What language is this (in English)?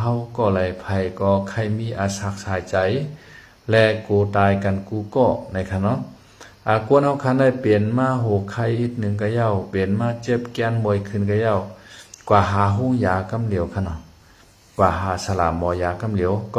Shan